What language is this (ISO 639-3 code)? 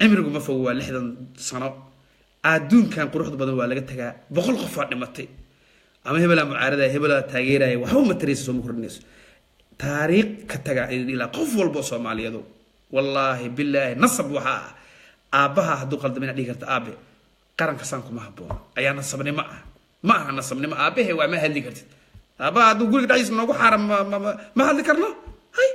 som